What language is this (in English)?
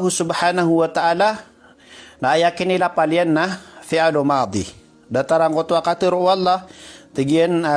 Maranao